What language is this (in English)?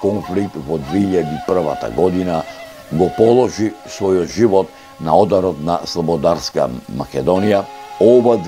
Macedonian